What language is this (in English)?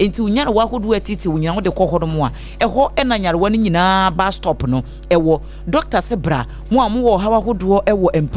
Akan